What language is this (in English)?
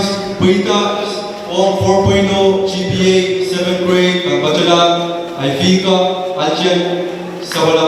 Pohnpeian